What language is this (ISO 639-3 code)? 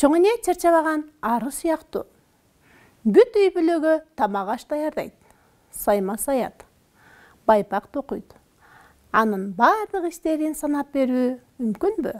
kir